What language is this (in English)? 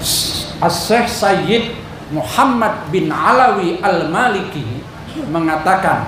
Banjar